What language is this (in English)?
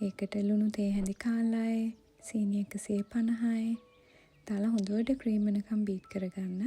Sinhala